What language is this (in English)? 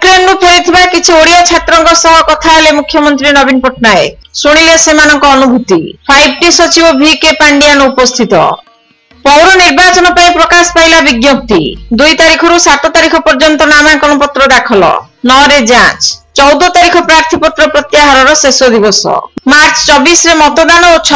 Odia